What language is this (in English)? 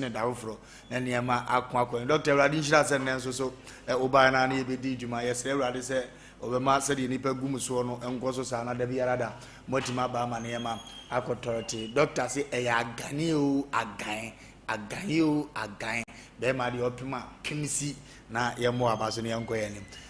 Akan